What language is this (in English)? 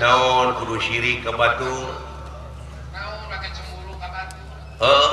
Sundanese